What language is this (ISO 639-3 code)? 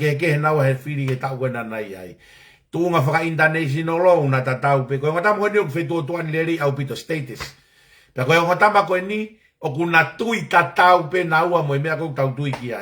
ton